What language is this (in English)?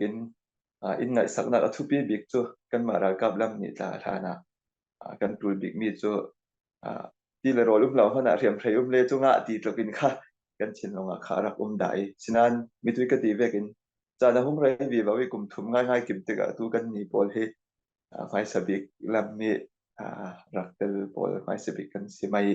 Falam Chin